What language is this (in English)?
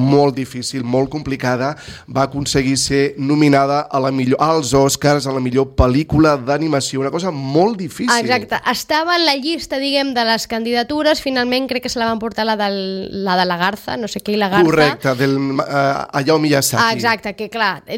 Catalan